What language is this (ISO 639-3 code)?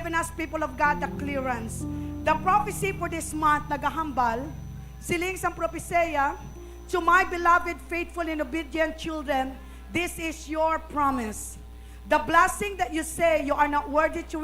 hil